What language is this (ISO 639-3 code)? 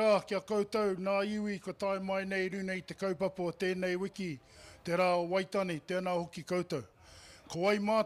mri